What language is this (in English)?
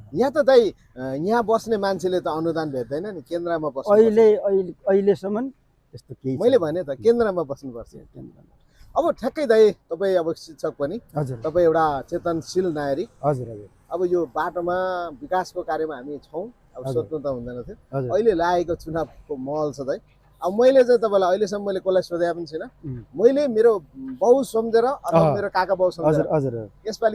Nepali